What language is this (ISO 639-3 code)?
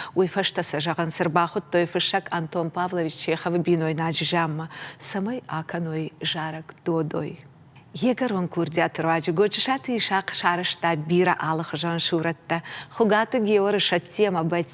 oss